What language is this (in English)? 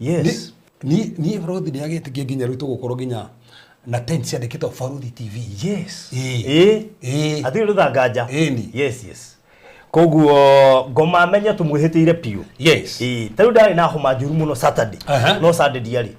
Kikuyu